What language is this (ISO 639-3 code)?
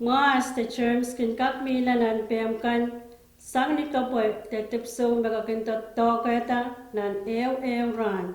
pon